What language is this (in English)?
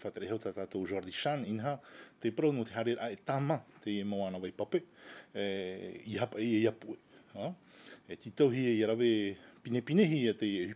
Tahitian